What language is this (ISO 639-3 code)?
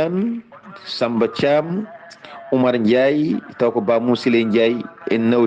ful